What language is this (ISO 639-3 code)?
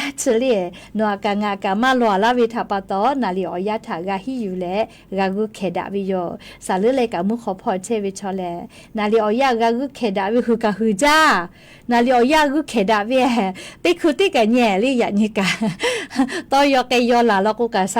lhu